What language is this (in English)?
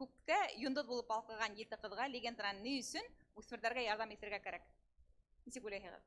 Bashkir